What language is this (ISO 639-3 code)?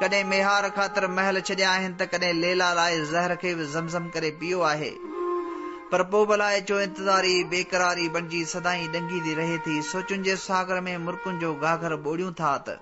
snd